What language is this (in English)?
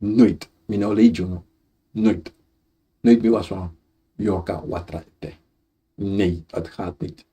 Sranan Tongo